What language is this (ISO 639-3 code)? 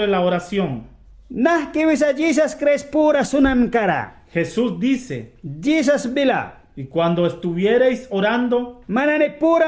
miq